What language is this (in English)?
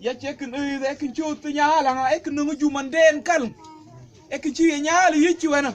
Mabaan